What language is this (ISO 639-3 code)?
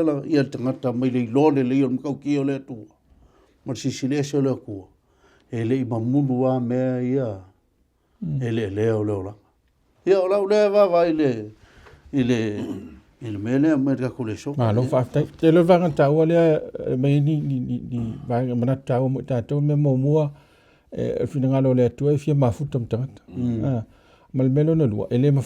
smo